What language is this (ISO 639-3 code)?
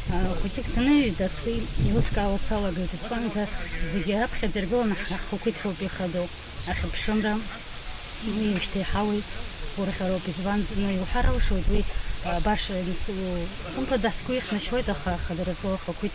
abk